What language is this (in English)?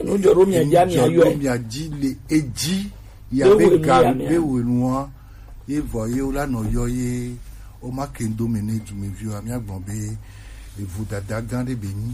Gen